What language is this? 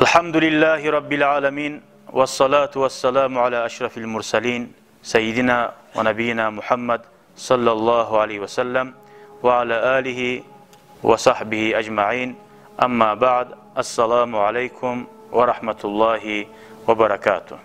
Kumyk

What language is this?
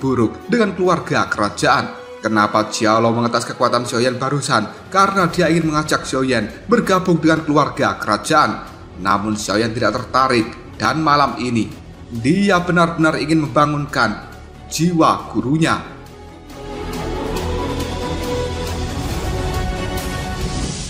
Indonesian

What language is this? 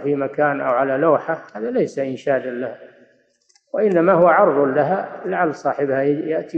Arabic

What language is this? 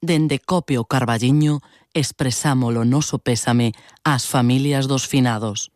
Galician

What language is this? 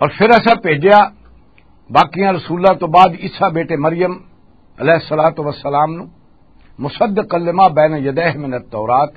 Western Panjabi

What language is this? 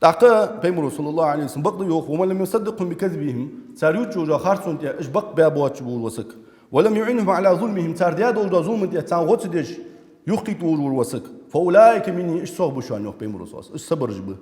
Ingush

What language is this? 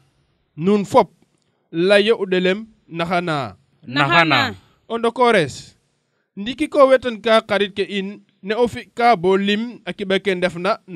Serer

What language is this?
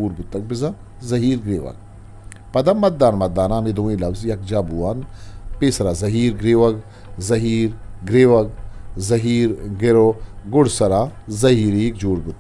Eastern Balochi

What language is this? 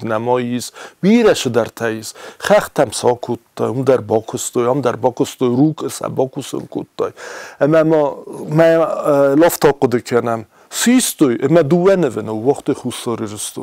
Ossetic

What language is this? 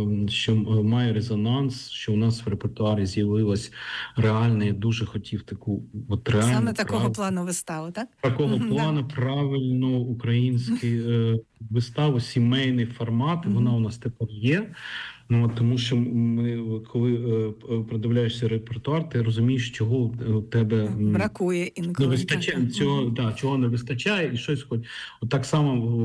Ukrainian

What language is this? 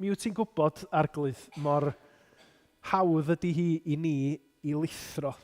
Welsh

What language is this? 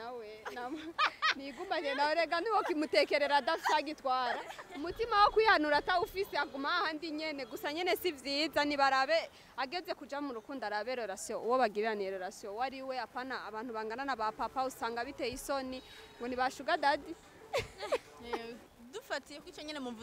Rundi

